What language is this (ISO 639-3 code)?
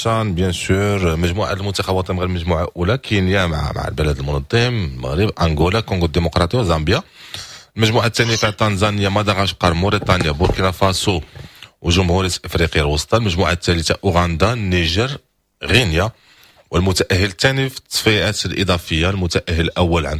ary